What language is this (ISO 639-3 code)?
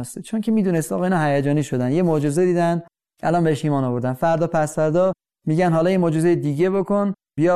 fas